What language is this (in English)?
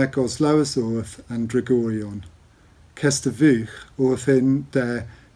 Cornish